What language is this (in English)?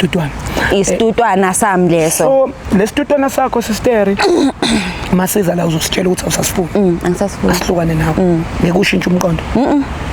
Zulu